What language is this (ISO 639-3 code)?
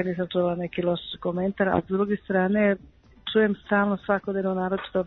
srp